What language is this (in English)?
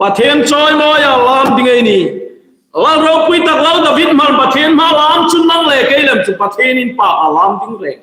Hmar